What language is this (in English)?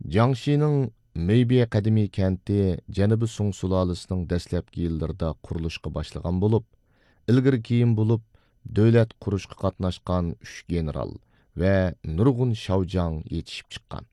Uyghur